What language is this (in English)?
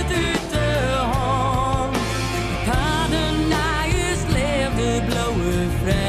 Western Frisian